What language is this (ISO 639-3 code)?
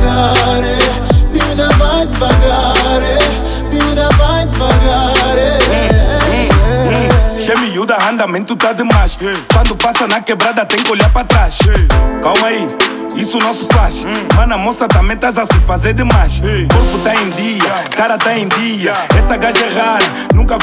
por